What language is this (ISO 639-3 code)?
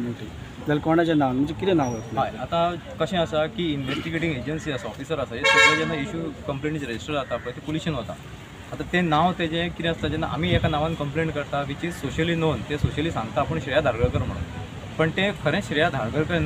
kok